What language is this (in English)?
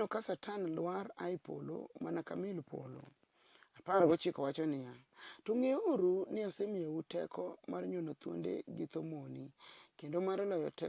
Luo (Kenya and Tanzania)